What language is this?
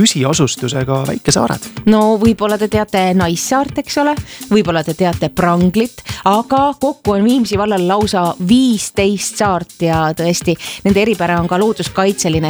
Estonian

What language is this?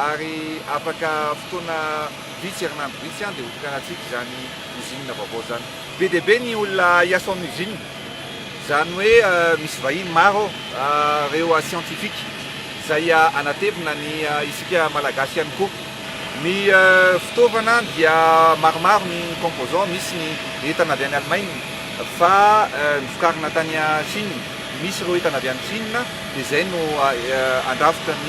Malagasy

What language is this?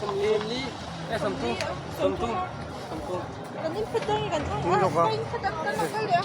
Mizo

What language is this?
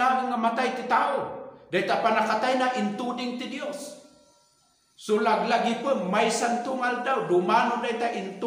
Iloko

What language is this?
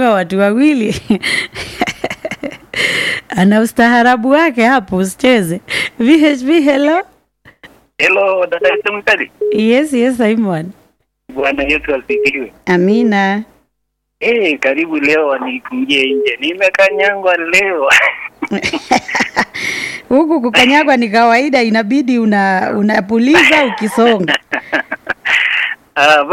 Swahili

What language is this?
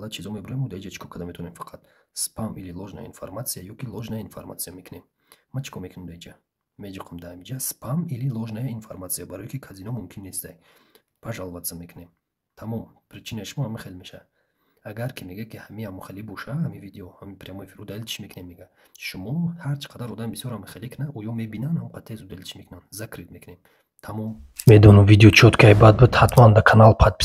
Tajik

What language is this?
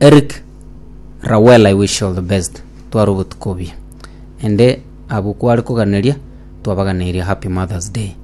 Gusii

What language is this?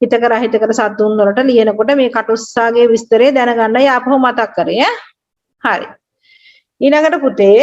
Sinhala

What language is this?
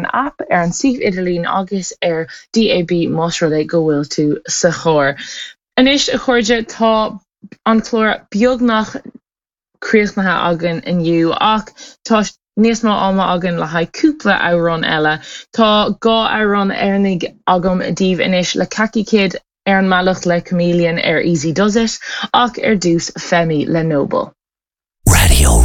Irish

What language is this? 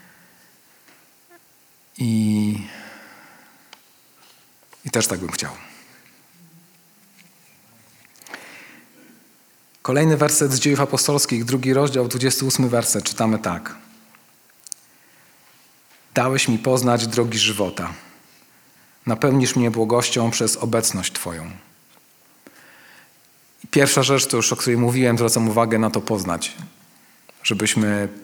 Polish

